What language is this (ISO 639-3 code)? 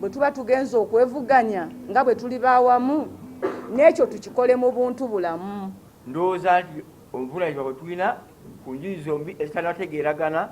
lug